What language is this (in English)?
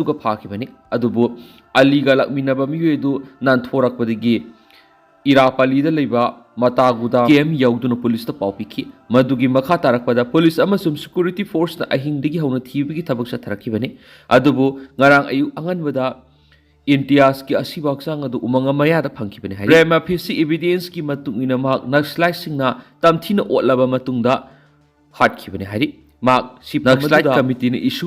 Manipuri